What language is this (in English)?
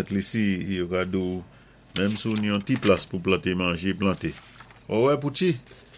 Saint Lucian Creole French